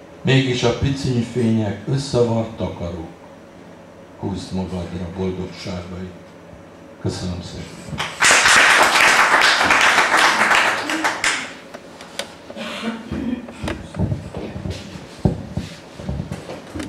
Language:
Hungarian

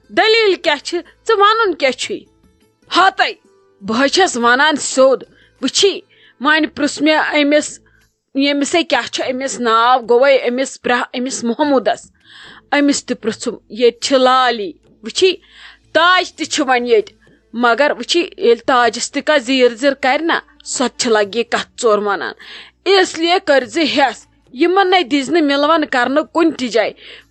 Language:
Kashmiri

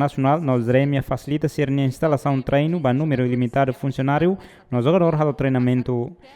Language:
Tetum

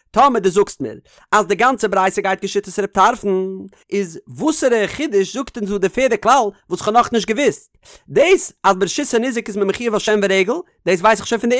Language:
Yiddish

